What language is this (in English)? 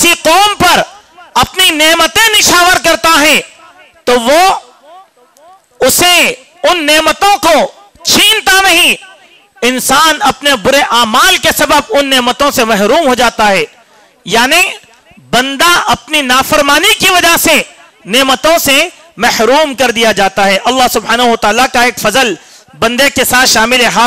Urdu